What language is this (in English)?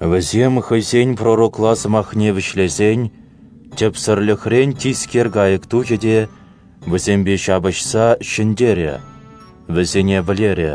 Chuvash